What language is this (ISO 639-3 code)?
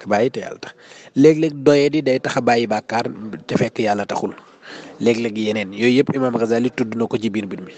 wol